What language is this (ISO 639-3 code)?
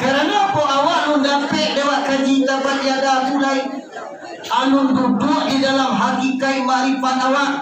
min